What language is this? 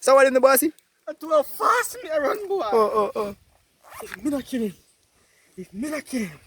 Jamaican Creole English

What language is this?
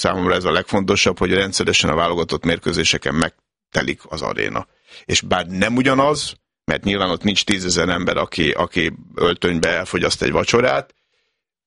Hungarian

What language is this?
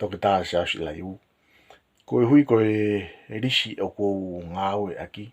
Tongan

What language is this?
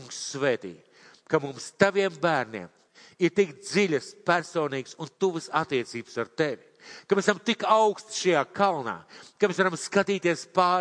Latvian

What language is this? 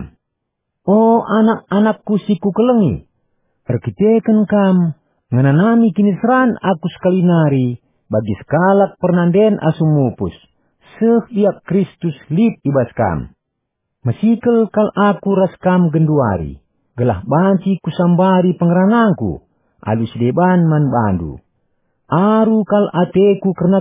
Batak Karo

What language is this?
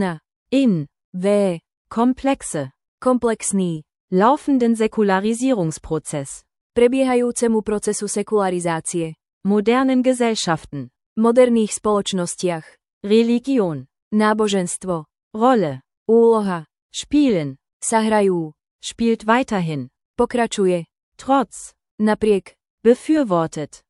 Slovak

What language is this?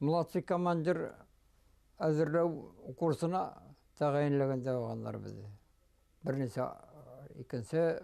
Bashkir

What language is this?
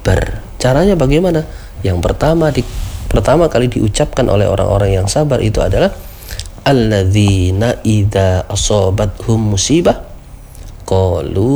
Indonesian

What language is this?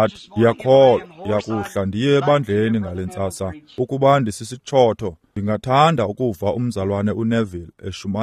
Xhosa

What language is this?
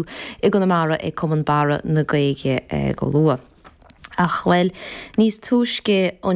Irish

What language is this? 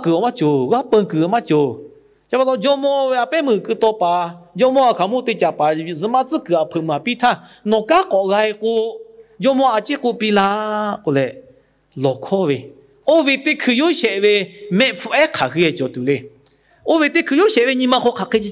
Lahu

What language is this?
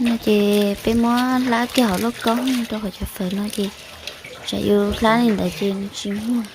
Hmong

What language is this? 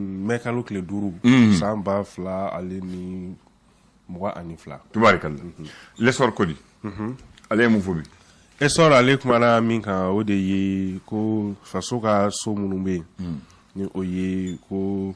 Bambara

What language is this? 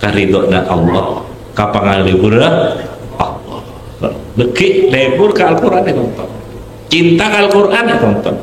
Madurese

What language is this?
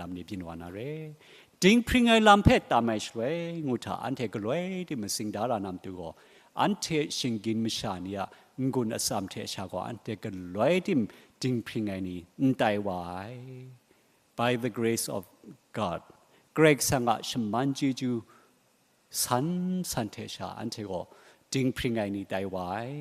Kachin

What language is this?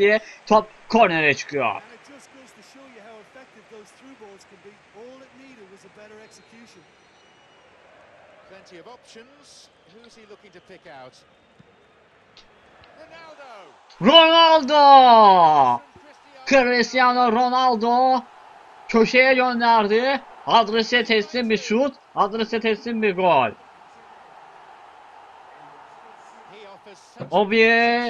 Turkish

